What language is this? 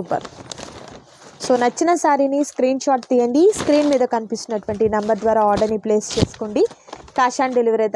Telugu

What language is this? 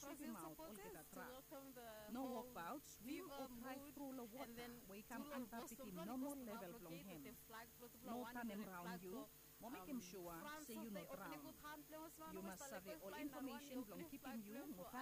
Bislama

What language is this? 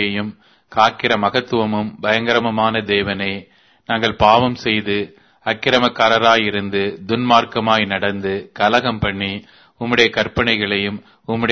Tamil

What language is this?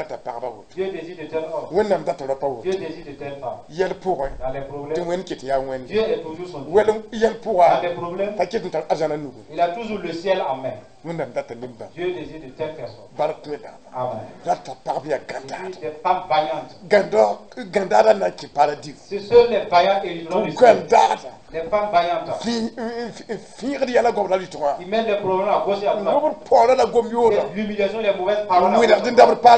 Mossi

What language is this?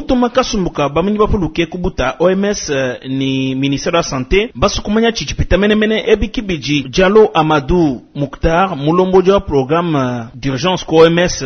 Luba-Lulua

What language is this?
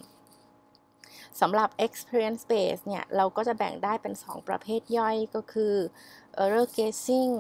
Thai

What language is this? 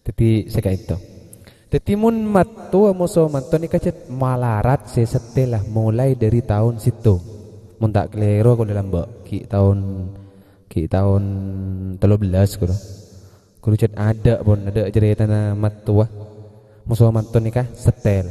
Madurese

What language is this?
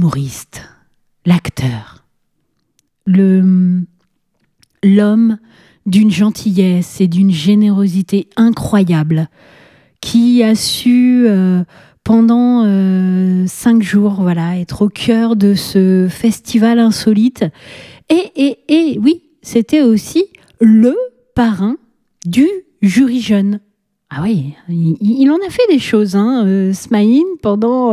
French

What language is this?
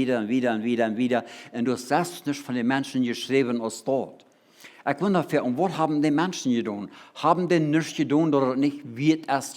Plautdietsch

